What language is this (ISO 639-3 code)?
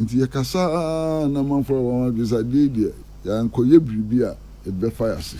aka